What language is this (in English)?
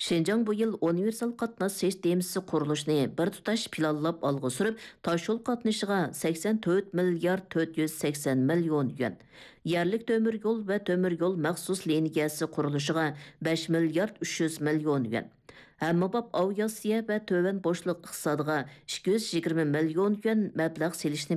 Uyghur